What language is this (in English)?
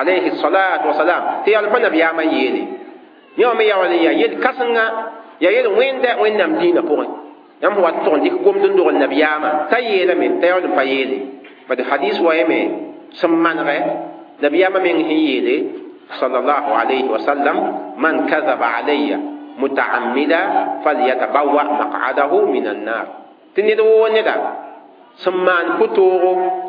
Mossi